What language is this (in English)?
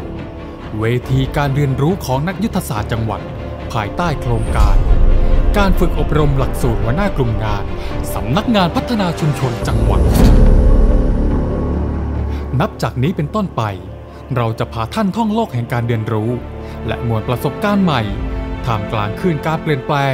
Thai